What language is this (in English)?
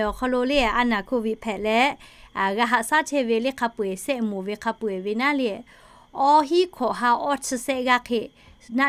Lahu